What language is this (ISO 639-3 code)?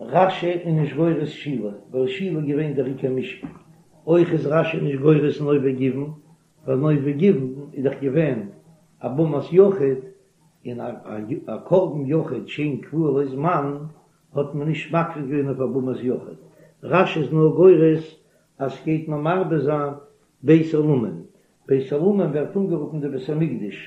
yid